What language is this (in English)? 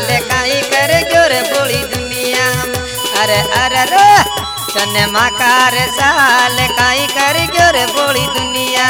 Bhojpuri